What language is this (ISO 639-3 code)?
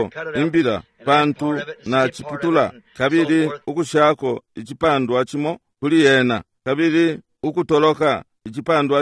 bem